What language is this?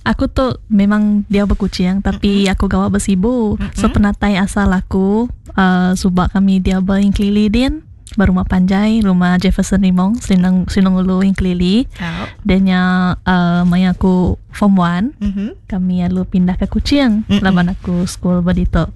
Iban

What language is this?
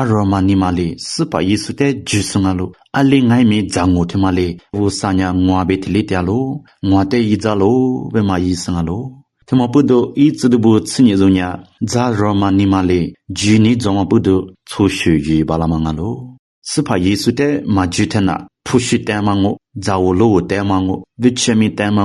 Lisu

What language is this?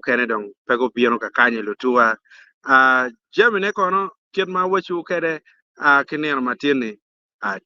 Acoli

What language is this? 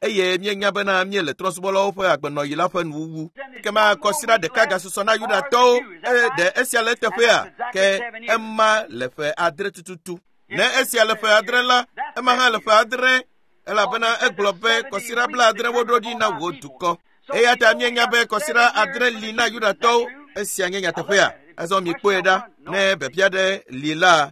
Ewe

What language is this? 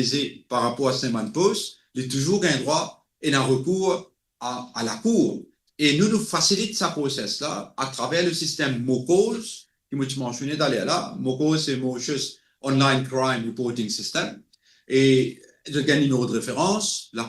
Morisyen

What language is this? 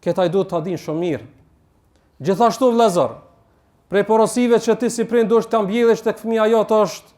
Albanian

